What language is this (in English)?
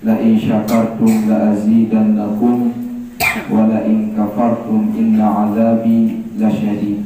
Sasak